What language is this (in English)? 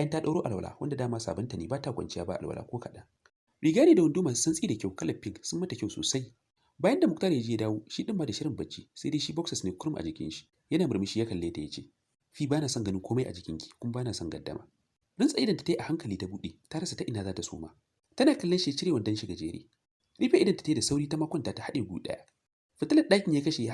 Hausa